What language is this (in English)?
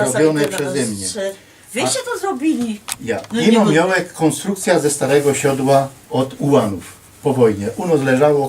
Silesian